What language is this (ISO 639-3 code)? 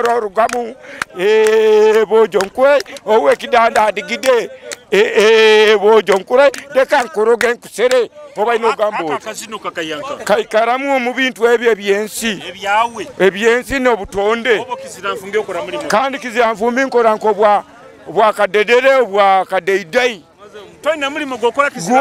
nyo